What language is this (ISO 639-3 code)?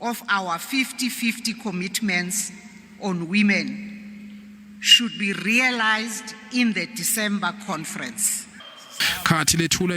zul